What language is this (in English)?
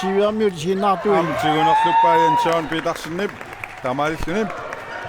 Kalaallisut